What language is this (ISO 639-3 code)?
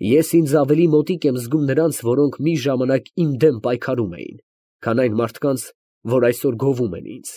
hye